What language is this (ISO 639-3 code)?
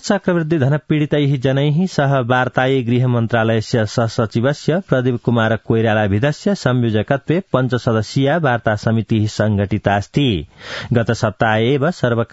san